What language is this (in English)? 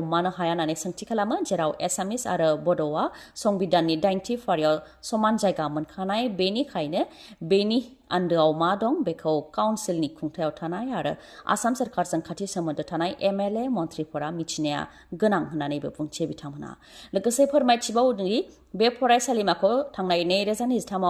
Bodo